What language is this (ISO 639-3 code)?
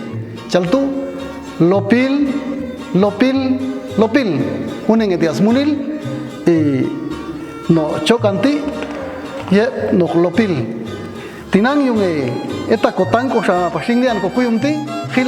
jac